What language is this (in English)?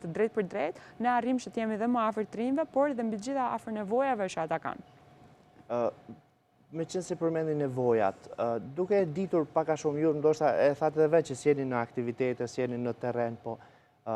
Albanian